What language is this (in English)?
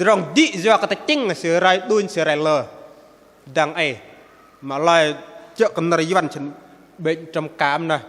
Bahnar